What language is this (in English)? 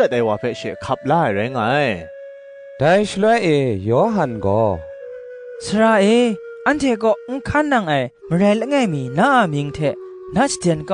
Kachin